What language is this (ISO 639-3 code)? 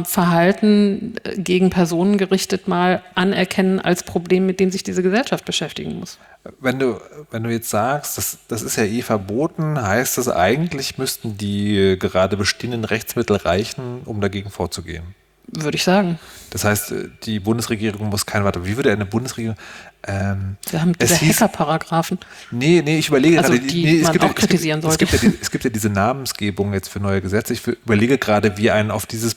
deu